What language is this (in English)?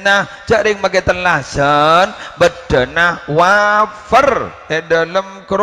Madurese